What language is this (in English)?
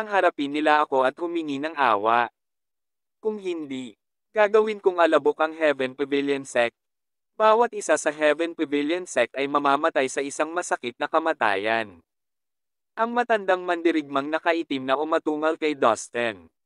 Filipino